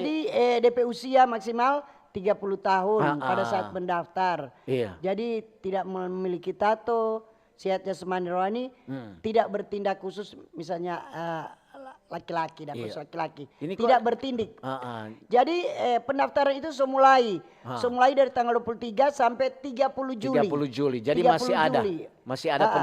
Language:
Manado Malay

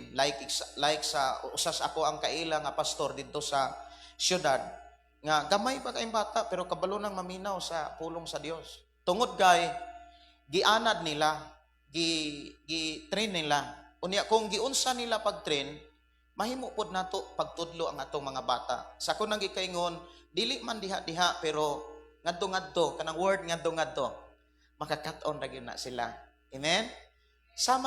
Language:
Cebuano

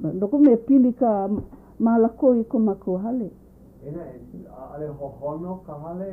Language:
Hawaiian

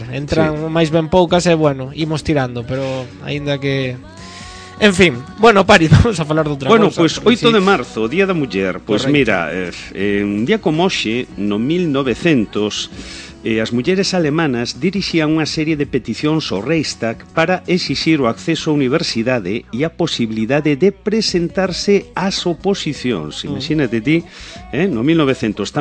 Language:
Galician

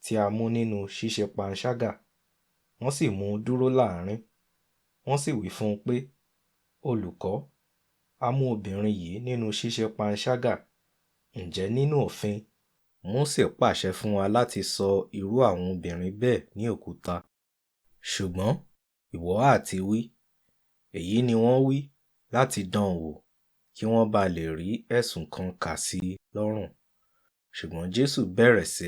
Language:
Yoruba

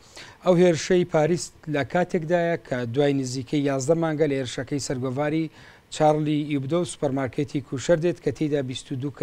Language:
Central Kurdish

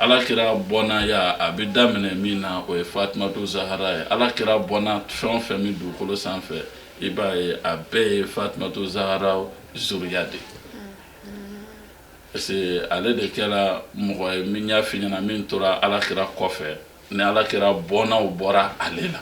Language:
Bambara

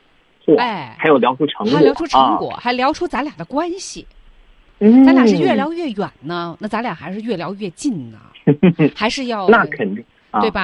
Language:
Chinese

